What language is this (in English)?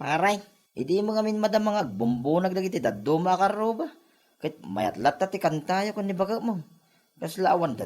Iloko